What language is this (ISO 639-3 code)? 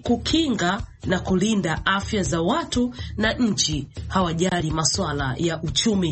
swa